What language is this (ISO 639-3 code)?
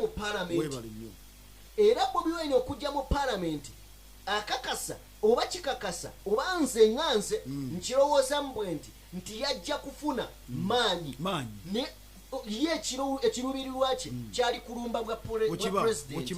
lug